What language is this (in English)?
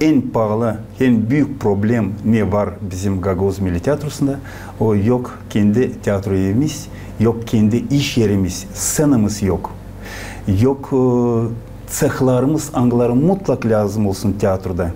Gagauz